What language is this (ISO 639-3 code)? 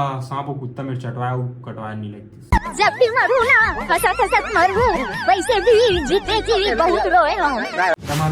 hne